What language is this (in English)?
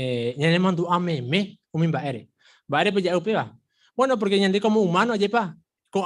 Guarani